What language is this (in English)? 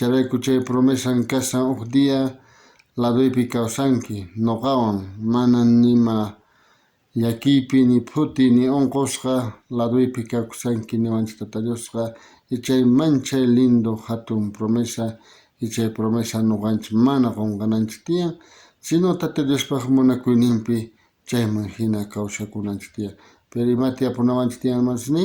South Bolivian Quechua